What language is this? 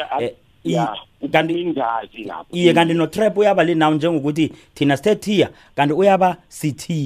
South Ndebele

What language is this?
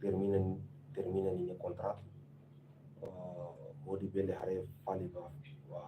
Tetum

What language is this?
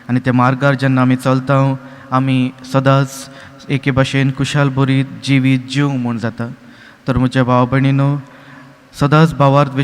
Konkani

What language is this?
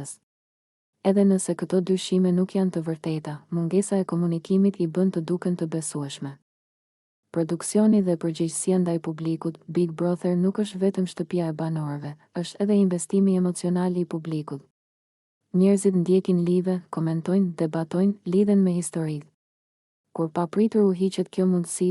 Albanian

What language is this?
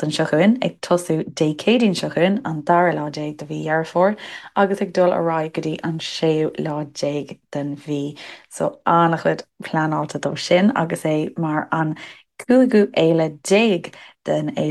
Irish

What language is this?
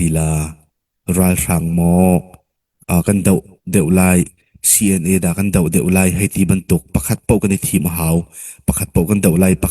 Hakha Chin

